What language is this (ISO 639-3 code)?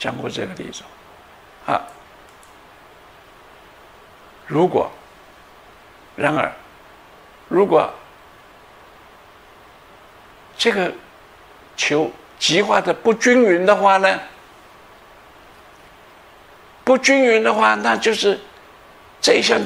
zho